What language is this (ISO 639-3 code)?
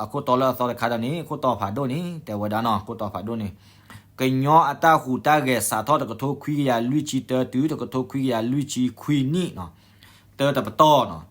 ksw